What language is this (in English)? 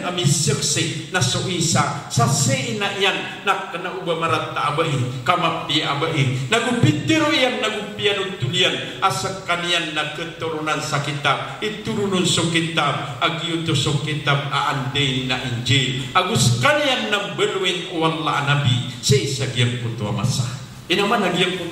Maranao